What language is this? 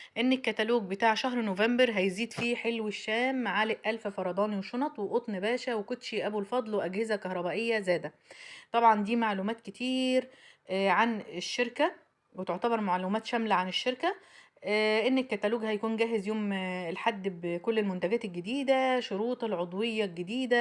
Egyptian Arabic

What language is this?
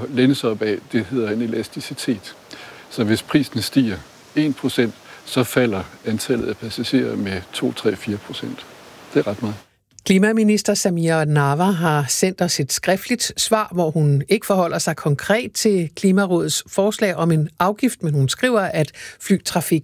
Danish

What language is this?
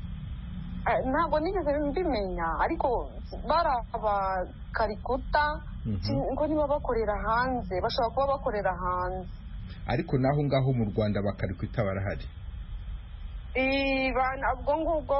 Kinyarwanda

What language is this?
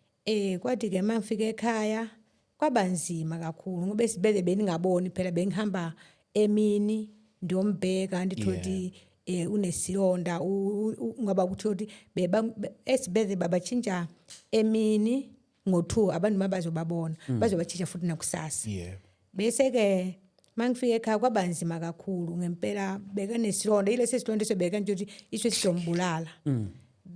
Zulu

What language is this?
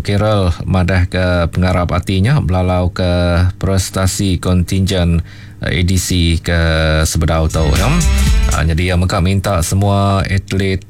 Iban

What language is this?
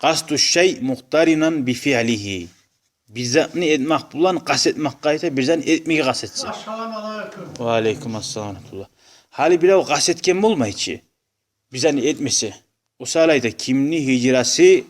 Kumyk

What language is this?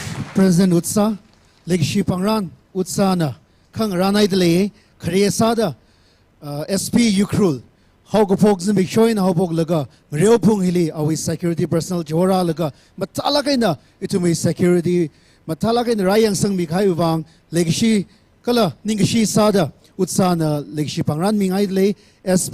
Tangkhul Naga (India)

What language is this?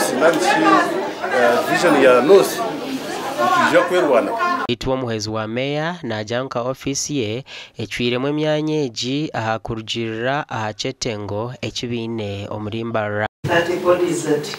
Nyankole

